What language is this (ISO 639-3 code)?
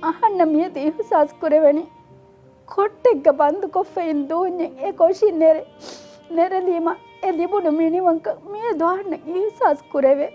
div